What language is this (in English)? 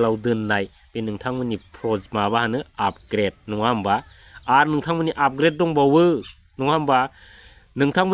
Bodo